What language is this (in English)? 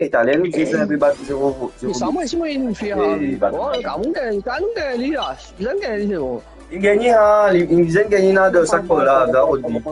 Morisyen